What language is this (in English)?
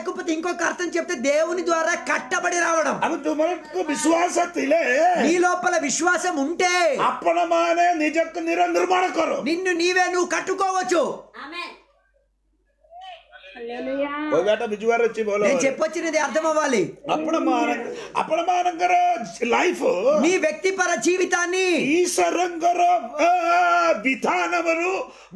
Telugu